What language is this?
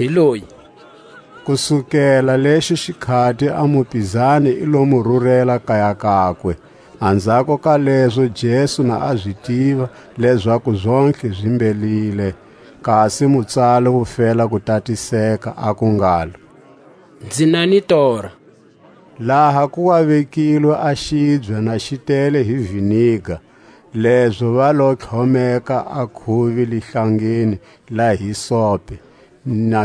Tswa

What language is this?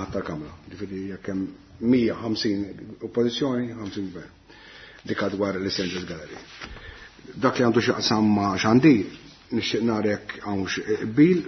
Maltese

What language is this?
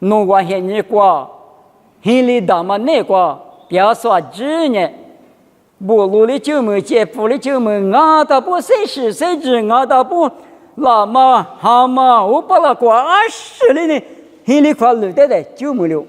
Lisu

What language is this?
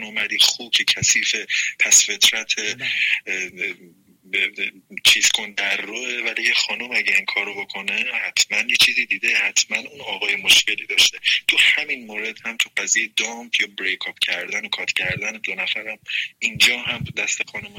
Persian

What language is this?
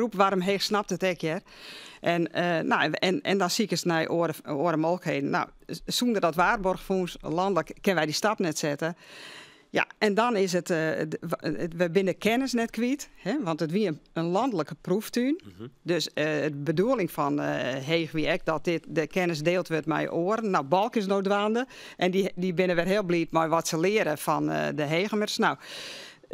Western Frisian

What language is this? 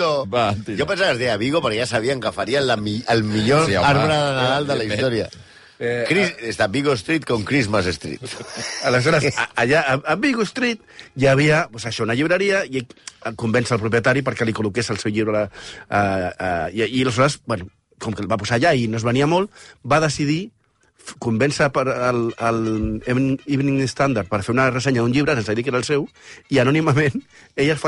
Catalan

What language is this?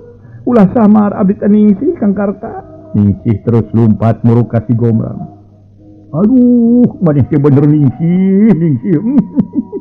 Sundanese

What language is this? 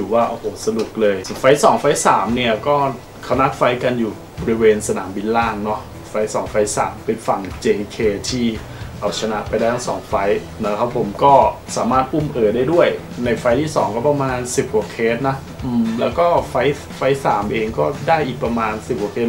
Thai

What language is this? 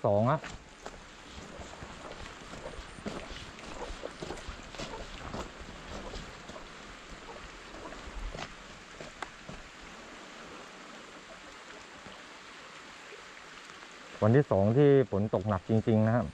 Thai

